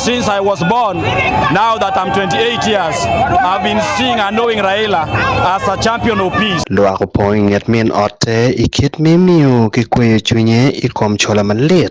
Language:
Acoli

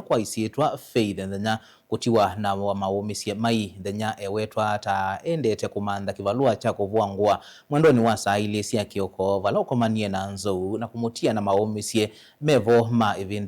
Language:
Kamba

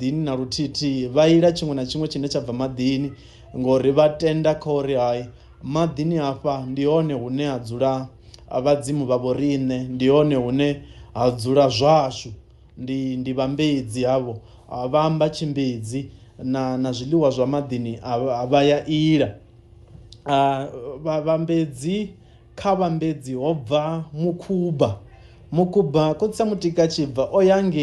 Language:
Venda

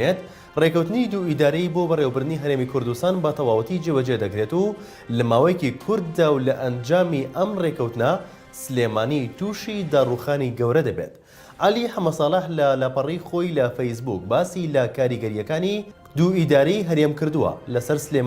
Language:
Central Kurdish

